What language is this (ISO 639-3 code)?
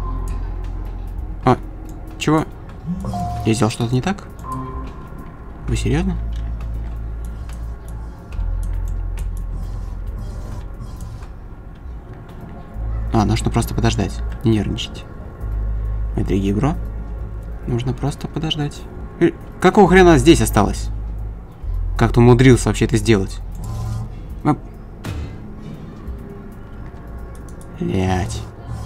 rus